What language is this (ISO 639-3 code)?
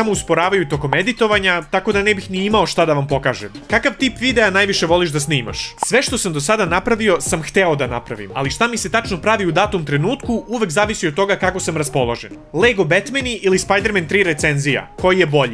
srp